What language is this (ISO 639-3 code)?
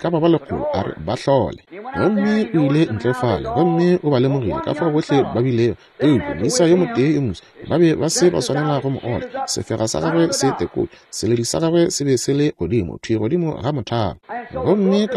nso